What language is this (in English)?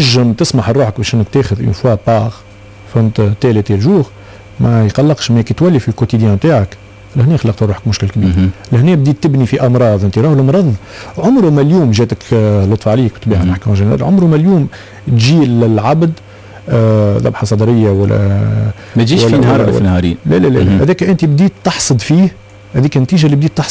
Tunisian Arabic